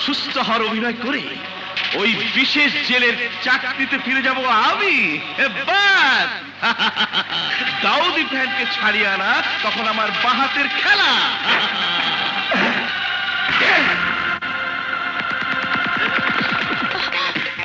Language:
Bangla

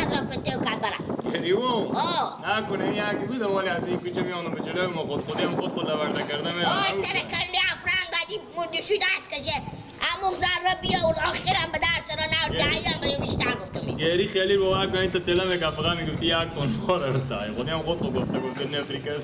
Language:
Persian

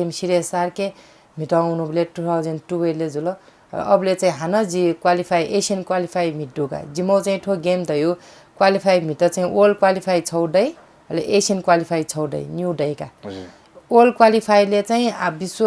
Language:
Newari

